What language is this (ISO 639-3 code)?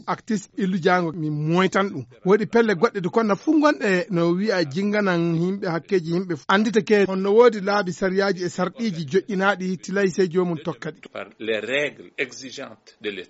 ful